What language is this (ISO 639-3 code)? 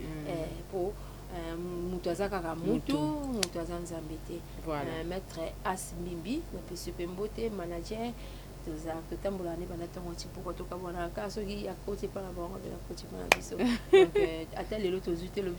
lin